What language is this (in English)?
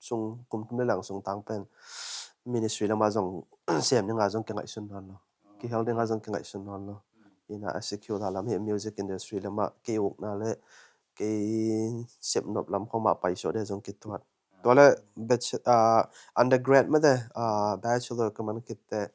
Tedim Chin